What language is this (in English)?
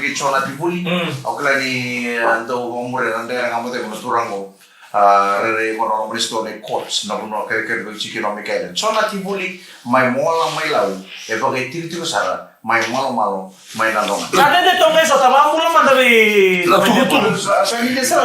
Fijian